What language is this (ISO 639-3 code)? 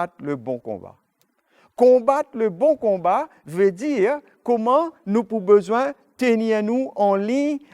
mfe